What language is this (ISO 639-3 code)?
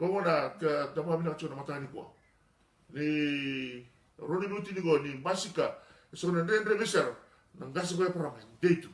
fij